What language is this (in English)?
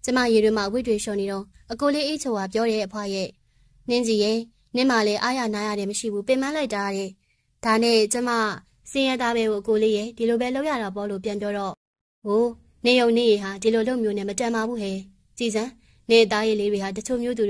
Burmese